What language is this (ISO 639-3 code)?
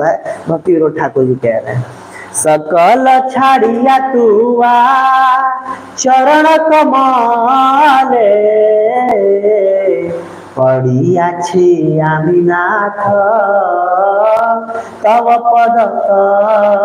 hin